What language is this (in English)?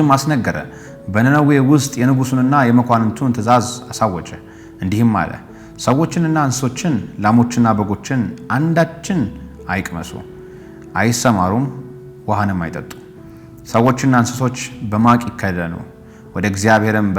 Amharic